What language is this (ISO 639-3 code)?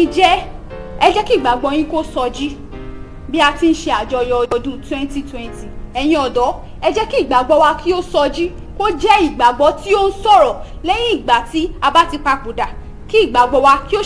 yor